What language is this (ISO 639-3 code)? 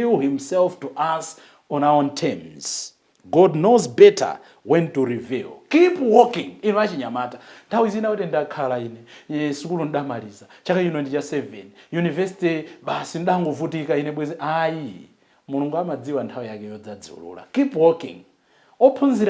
nya